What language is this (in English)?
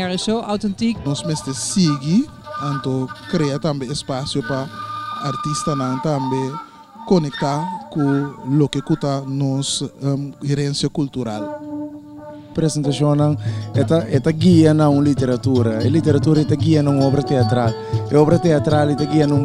Papiamento